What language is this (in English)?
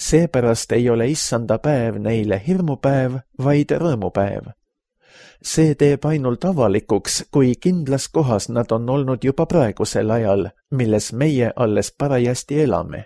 Estonian